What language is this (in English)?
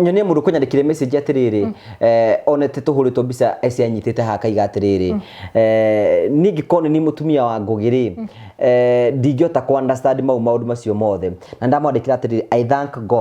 Kikuyu